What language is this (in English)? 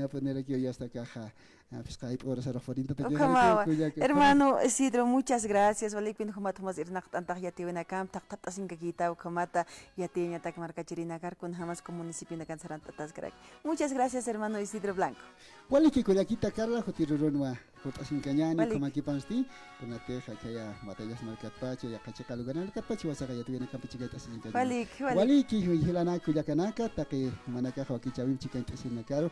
Aymara